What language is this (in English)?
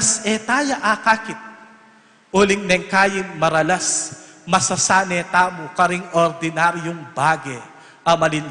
Pampanga